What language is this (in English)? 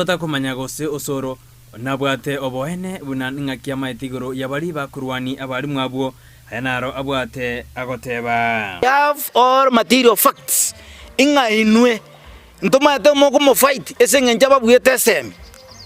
Gusii